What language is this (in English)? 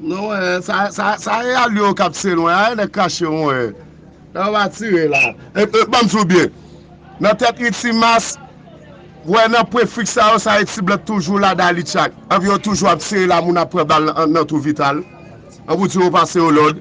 Haitian Creole